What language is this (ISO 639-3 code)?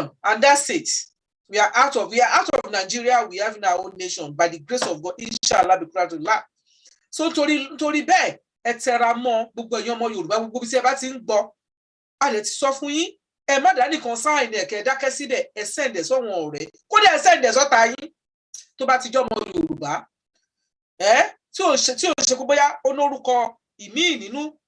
yor